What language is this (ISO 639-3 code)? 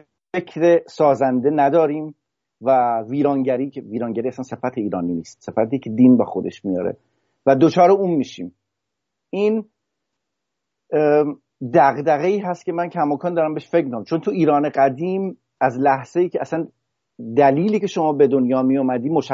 fas